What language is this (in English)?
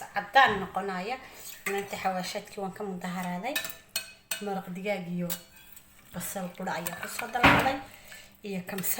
Somali